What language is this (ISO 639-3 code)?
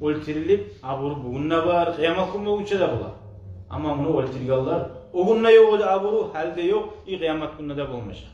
kum